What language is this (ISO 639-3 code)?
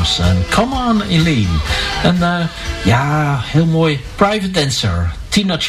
nld